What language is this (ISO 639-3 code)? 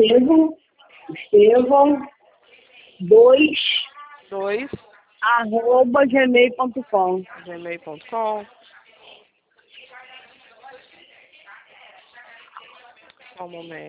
por